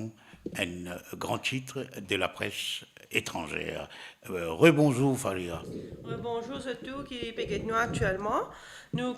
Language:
Morisyen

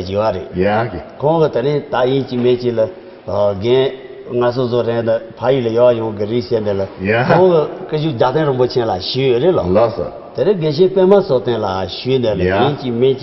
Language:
Tibetan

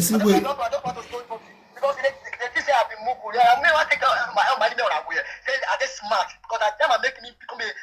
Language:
Nigerian Pidgin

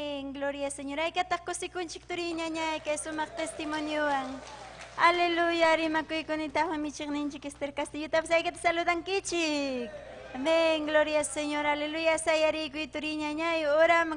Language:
Ayacucho Quechua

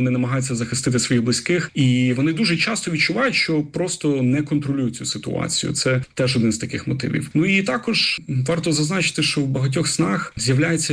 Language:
Ukrainian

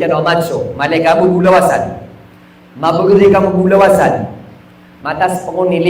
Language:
Maranao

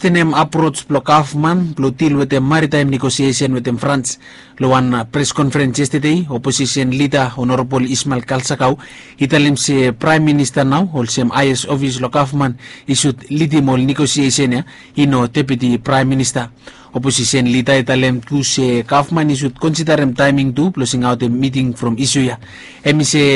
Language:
Bislama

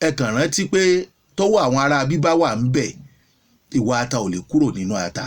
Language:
Yoruba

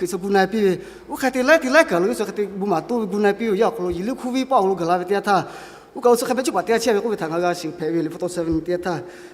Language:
Lahu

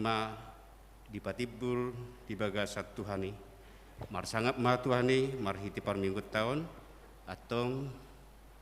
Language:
Batak Toba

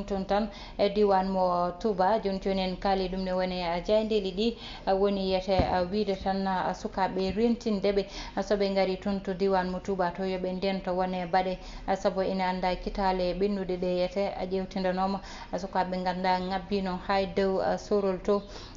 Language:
Fula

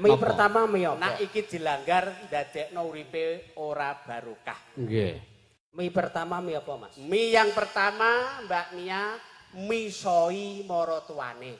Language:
Javanese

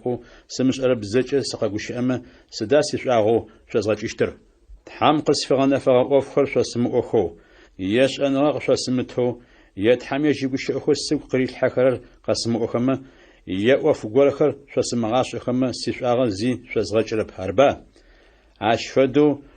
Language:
Adyghe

